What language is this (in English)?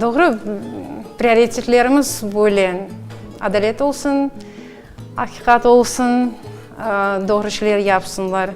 Crimean Tatar